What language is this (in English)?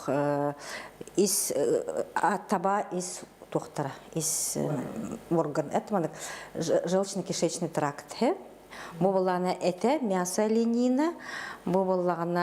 Yakut